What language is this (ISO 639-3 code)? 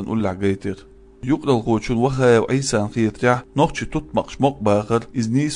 che